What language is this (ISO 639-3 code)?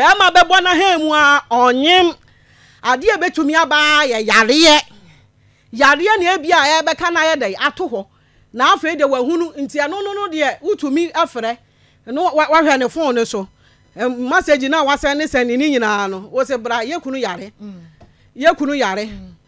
aka